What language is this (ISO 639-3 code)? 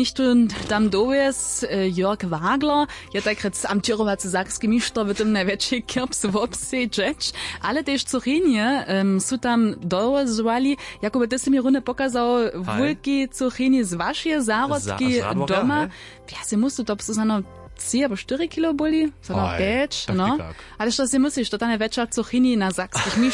hsb